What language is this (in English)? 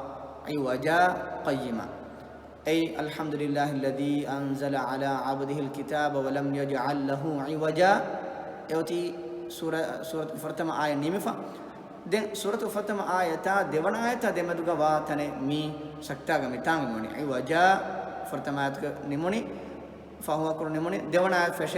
Divehi